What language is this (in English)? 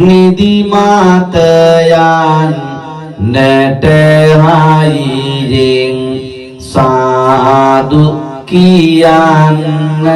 Sinhala